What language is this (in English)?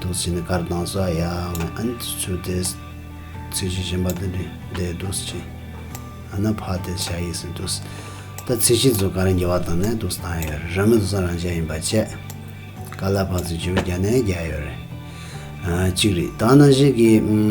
Tibetan